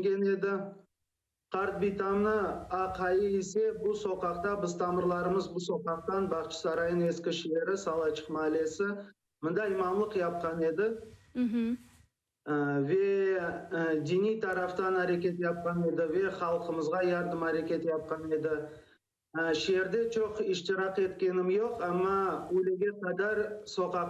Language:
Crimean Tatar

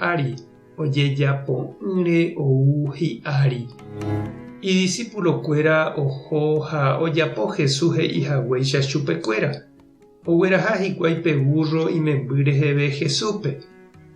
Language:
Guarani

